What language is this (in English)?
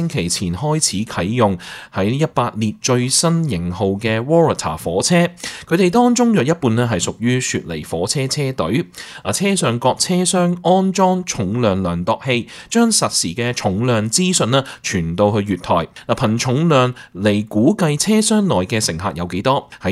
Cantonese